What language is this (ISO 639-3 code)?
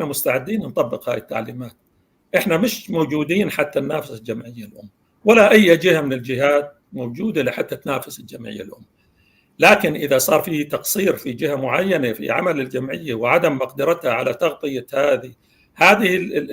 apc